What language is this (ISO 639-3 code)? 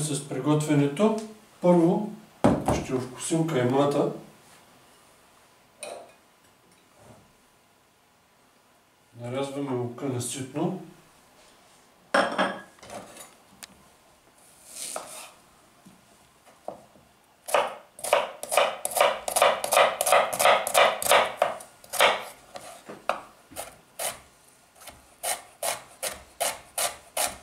bul